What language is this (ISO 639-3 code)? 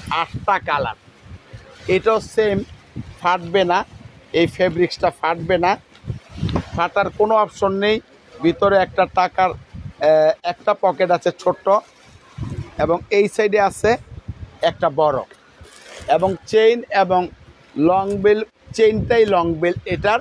ben